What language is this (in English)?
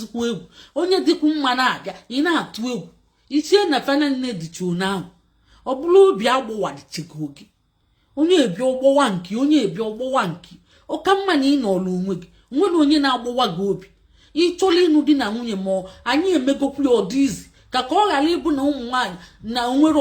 Igbo